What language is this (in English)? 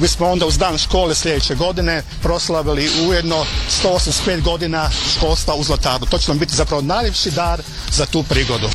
Croatian